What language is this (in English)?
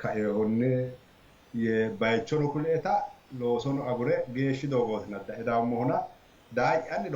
Sidamo